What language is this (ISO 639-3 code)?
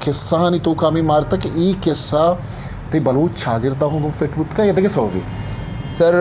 bgp